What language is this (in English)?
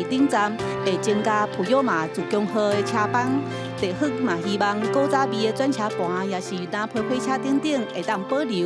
Min Nan Chinese